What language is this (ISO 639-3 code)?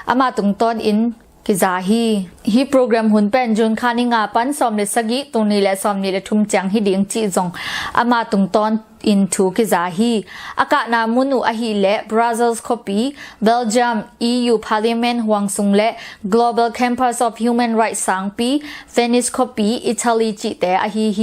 ctd